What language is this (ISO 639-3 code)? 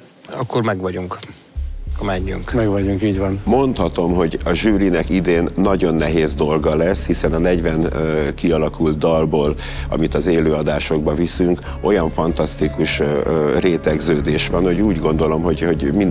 hun